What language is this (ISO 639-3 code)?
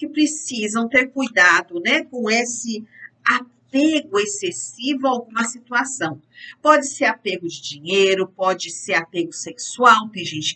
por